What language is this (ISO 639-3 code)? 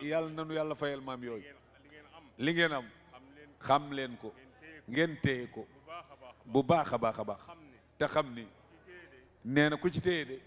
wol